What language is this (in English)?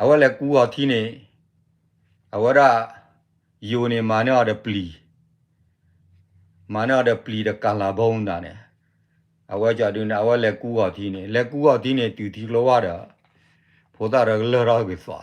S'gaw Karen